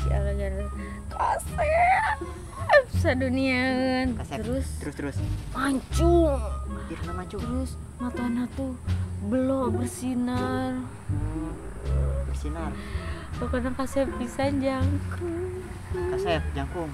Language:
Sundanese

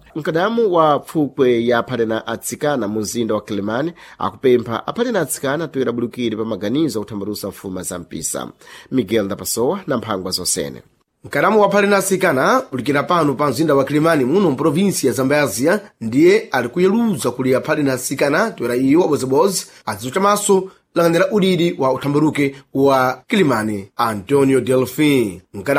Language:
Sena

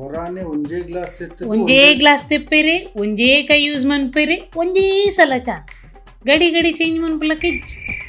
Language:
Tulu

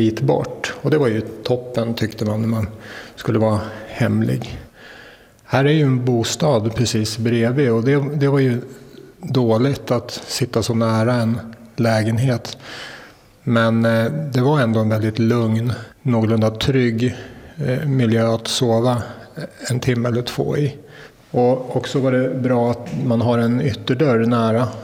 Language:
Swedish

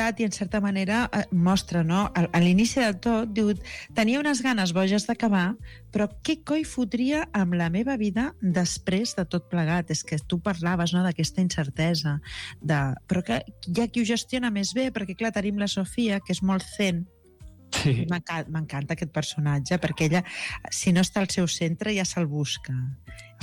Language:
Catalan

